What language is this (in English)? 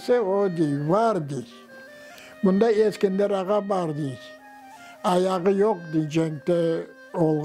Crimean Tatar